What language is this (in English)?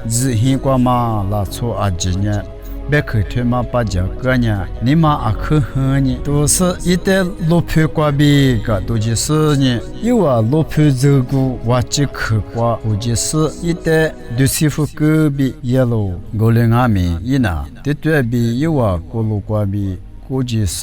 Lisu